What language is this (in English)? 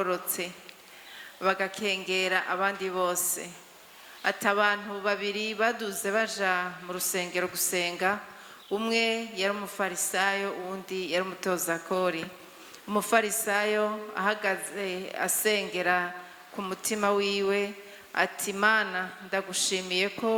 Rundi